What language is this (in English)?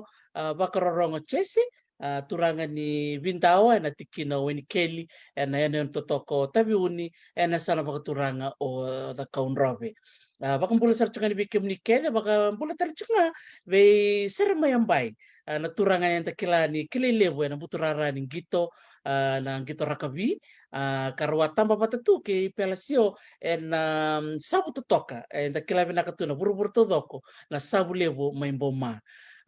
Fijian